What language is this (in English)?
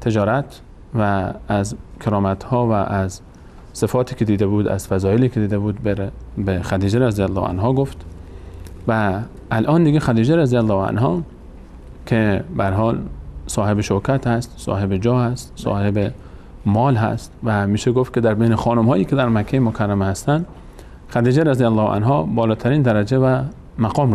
Persian